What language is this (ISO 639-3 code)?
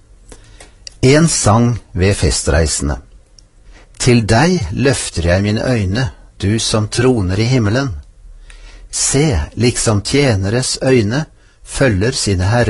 nor